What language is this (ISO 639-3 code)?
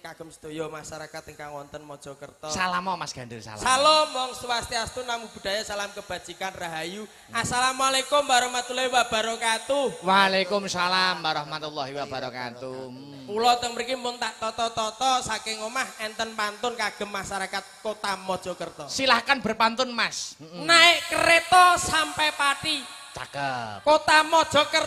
jav